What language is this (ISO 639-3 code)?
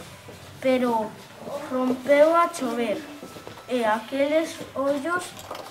glg